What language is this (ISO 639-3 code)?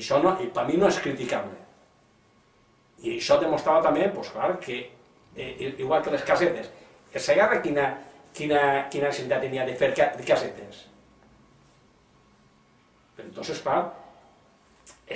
cat